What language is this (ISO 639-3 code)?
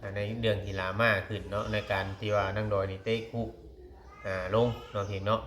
tts